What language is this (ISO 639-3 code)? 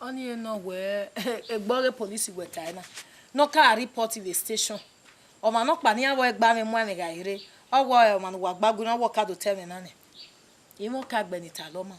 bin